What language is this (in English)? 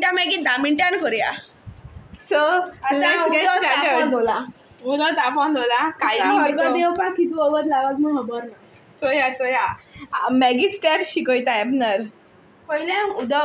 Konkani